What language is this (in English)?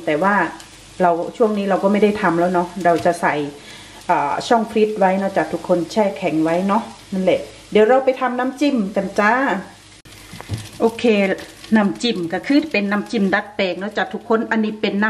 Thai